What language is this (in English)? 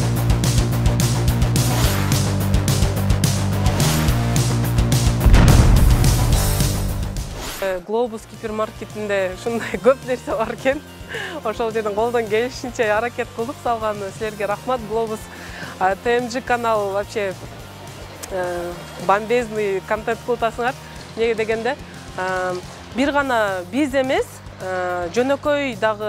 Kyrgyz